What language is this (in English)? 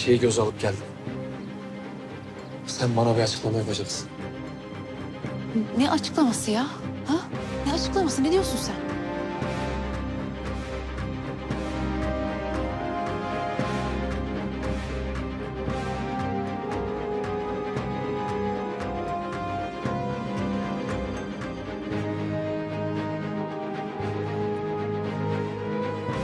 Turkish